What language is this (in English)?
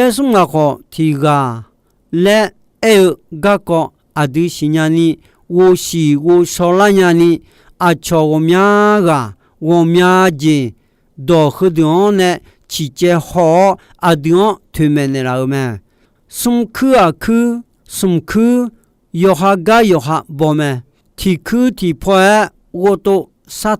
Akha